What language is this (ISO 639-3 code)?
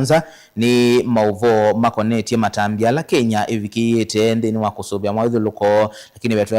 kam